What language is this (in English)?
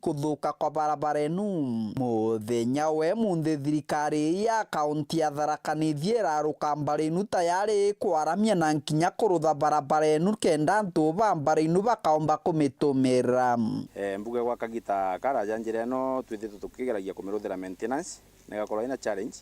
Meru